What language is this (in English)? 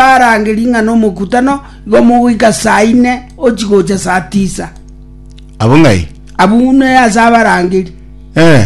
Gusii